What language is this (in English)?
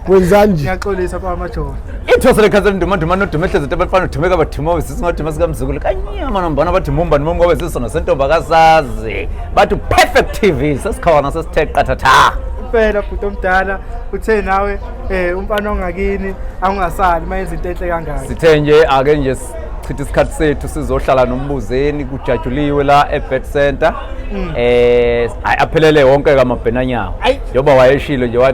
Zulu